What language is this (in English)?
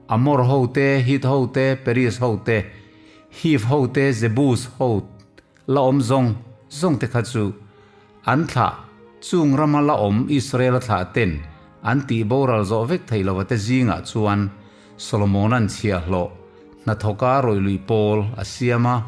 Mizo